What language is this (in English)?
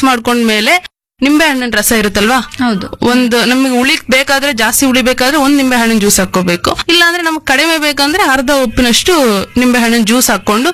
Kannada